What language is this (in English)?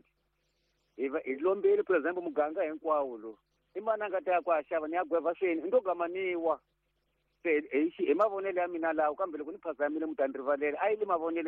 Tsonga